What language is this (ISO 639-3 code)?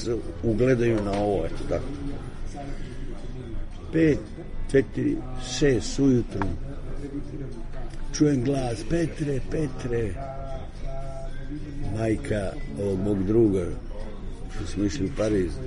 srp